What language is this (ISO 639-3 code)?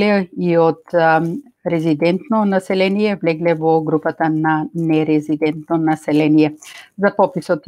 mkd